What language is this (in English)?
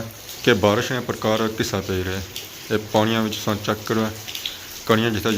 Pahari-Potwari